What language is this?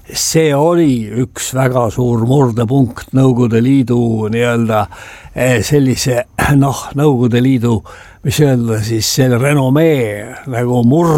Estonian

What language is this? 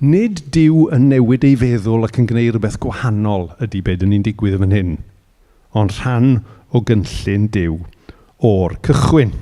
Welsh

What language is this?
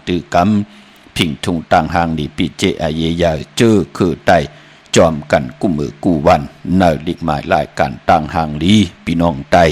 Shan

